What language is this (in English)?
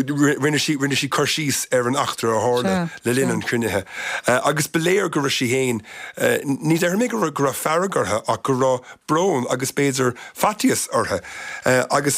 Irish